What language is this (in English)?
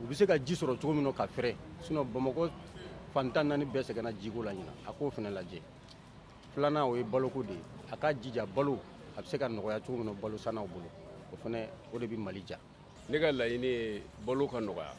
Bambara